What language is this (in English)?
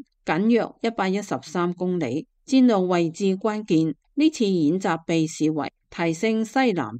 Cantonese